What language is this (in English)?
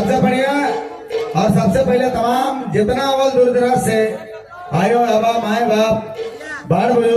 Sadri